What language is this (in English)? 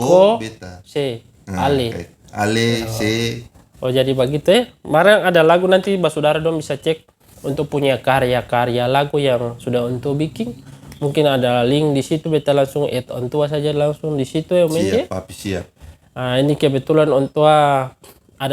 Ambonese Malay